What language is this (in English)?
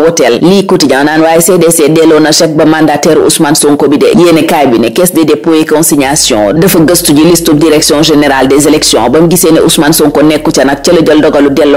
Wolof